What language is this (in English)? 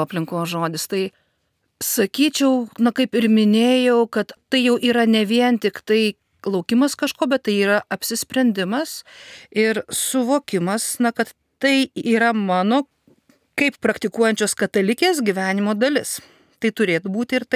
Lithuanian